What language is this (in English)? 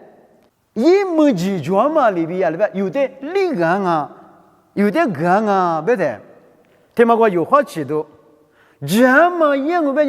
Lisu